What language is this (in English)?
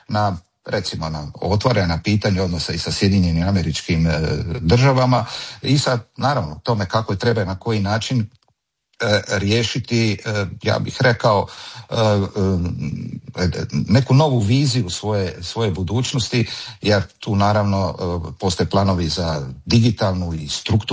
Croatian